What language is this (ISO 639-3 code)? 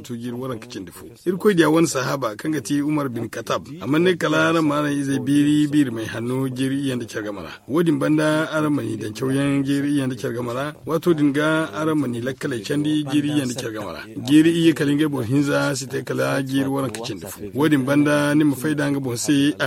dje